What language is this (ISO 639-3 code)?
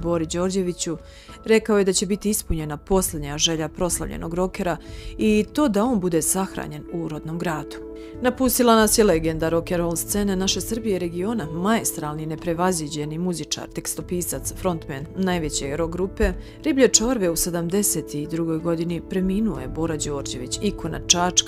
srp